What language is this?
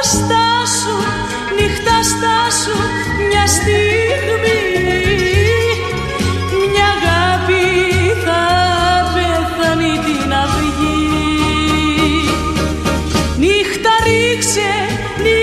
Greek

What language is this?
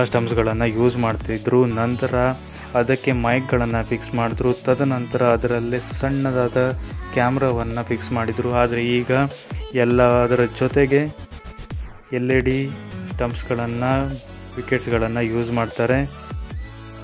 Kannada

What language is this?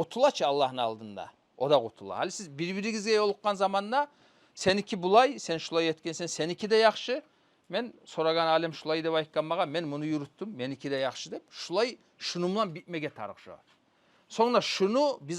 Kumyk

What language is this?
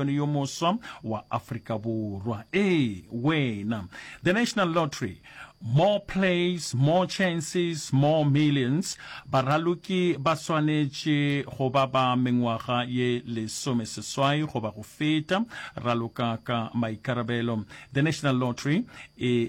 Northern Sotho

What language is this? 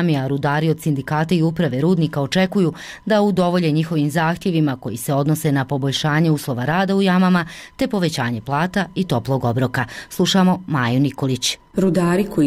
Bosnian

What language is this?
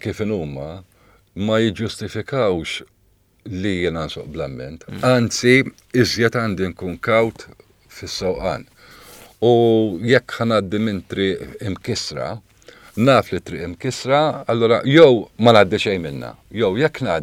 Maltese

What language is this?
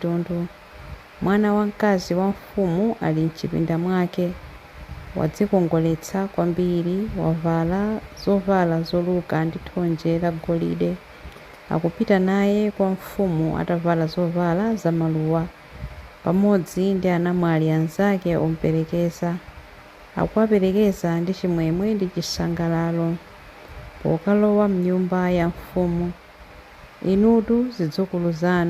Nyanja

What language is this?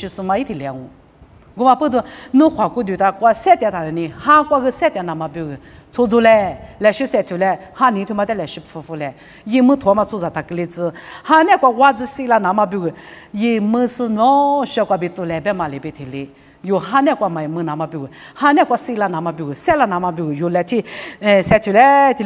Lisu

